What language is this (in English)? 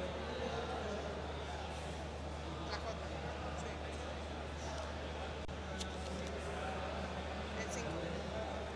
Spanish